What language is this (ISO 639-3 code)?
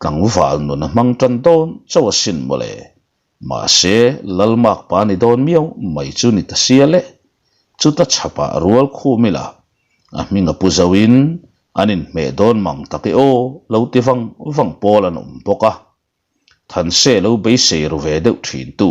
lus